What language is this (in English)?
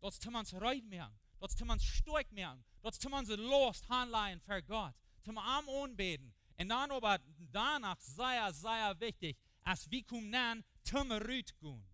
Plautdietsch